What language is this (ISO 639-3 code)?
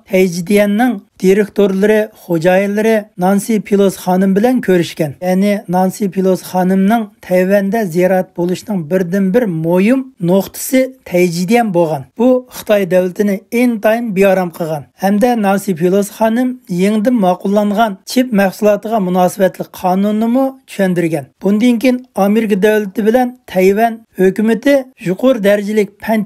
uig